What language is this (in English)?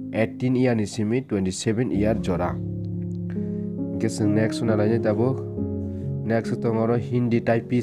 Kok Borok